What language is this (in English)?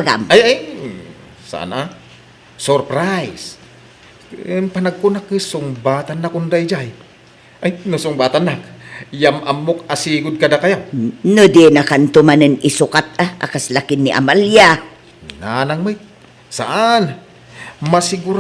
Iloko